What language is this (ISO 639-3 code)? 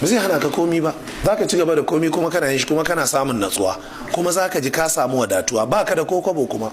hau